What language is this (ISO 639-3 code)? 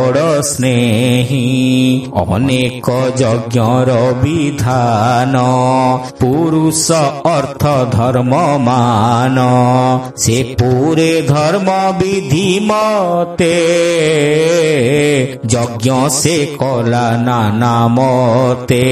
ori